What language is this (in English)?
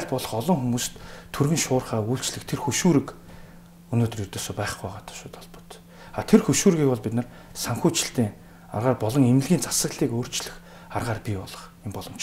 Mongolian